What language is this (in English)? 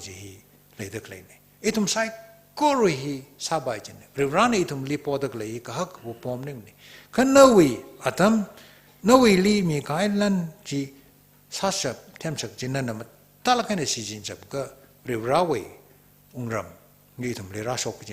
Tangkhul Naga (India)